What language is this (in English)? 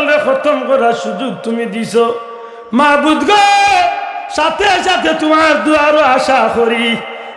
Sylheti